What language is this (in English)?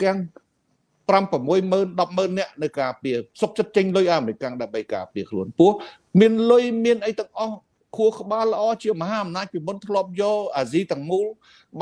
Khmer